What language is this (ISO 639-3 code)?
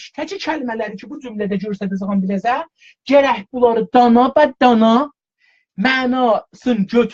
azb